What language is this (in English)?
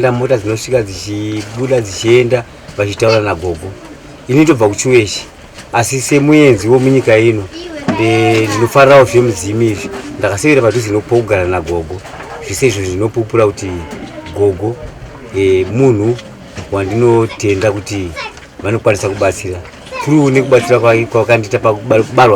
Shona